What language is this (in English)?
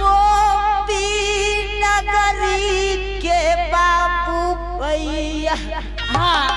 Angika